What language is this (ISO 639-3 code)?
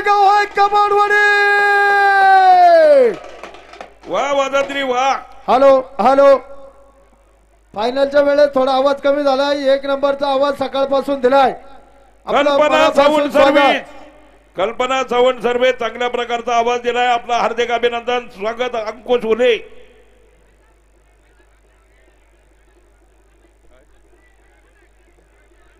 mar